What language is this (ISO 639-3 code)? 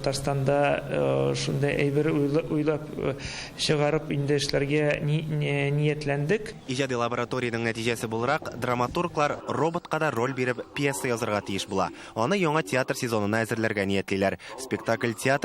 tat